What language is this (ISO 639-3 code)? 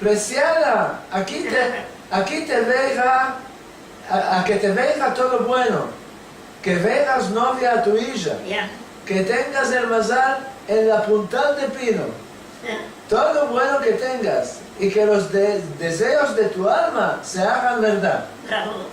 lad